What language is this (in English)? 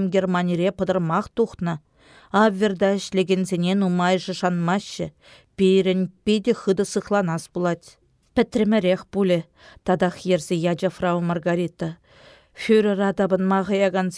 Chuvash